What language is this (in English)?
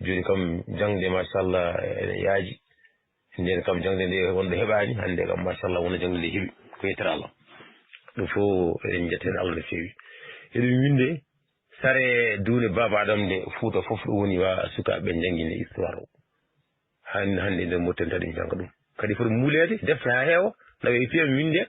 Fula